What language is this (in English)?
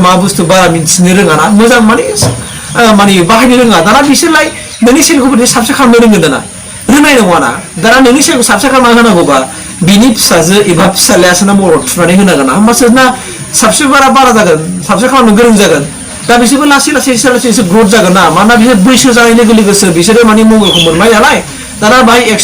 Bodo